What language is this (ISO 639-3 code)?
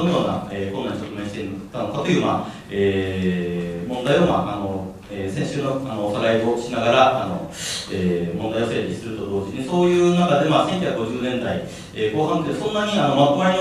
jpn